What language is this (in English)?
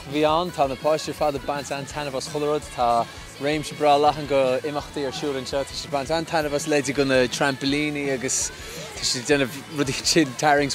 Irish